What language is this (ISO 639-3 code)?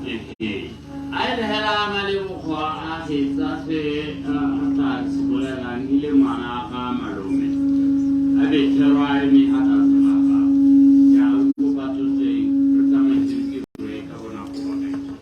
tsn